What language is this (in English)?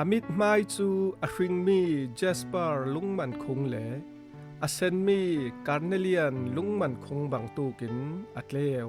Falam Chin